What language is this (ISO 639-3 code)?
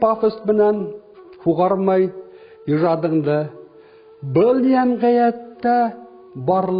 bak